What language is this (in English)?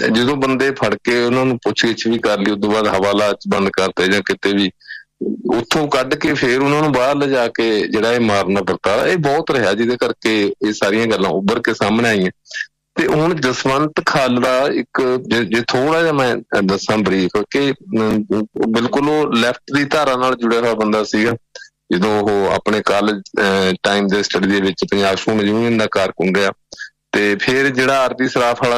Punjabi